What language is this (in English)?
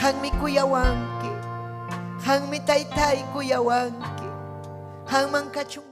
Ayacucho Quechua